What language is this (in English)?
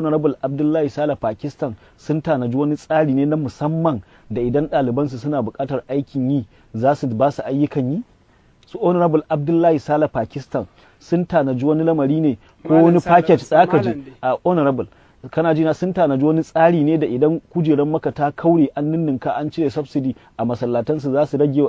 Hausa